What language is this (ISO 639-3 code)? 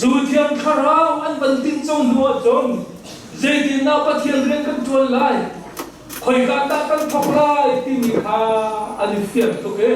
cnh